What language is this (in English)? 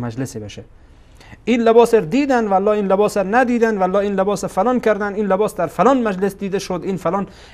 Persian